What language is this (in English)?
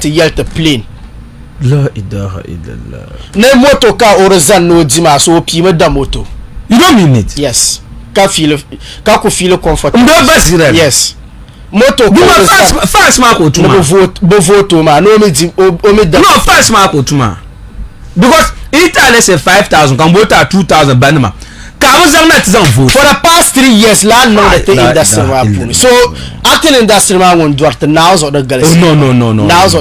Dagbani